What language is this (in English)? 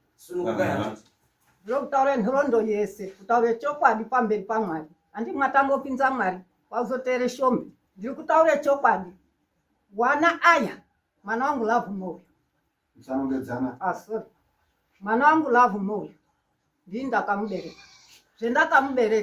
Shona